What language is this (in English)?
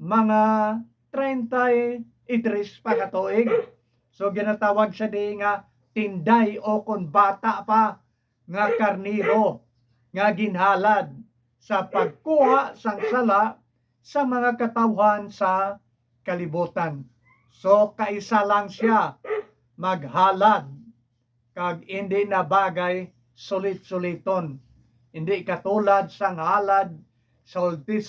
Hiligaynon